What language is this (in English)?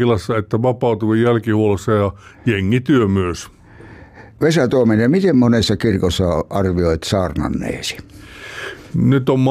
Finnish